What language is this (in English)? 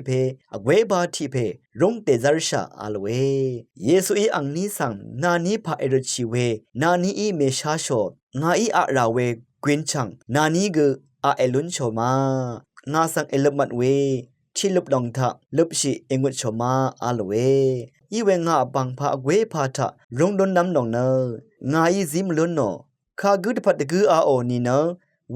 Rawang